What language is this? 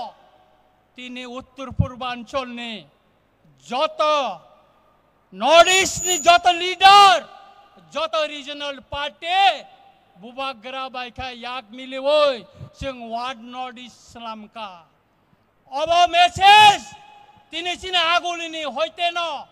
Kok Borok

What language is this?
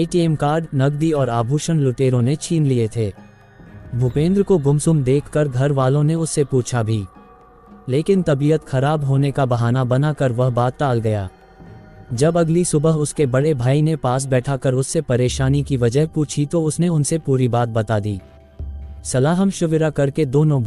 Hindi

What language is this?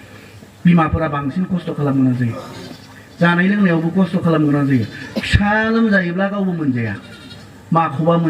Bodo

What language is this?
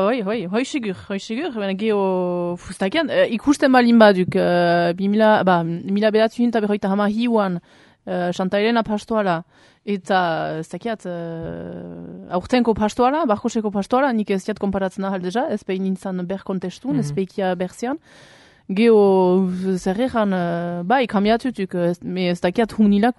Basque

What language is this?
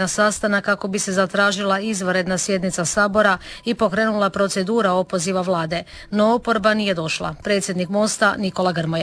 Croatian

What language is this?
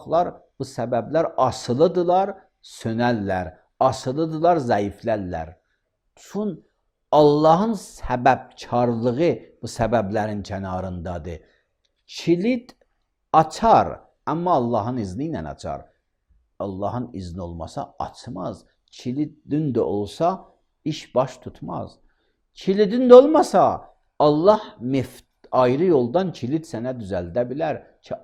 Azerbaijani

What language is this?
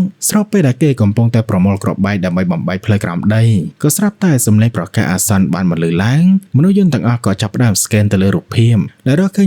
Khmer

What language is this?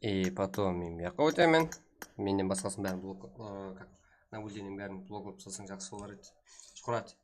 Kara-Kalpak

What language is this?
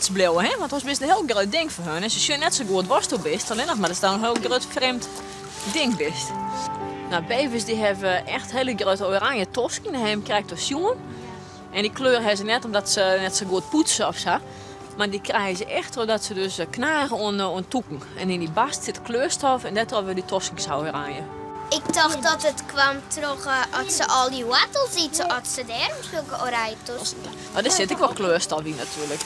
Western Frisian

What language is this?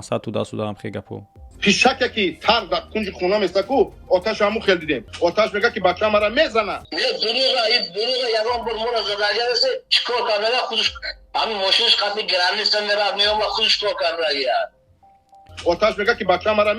Tajik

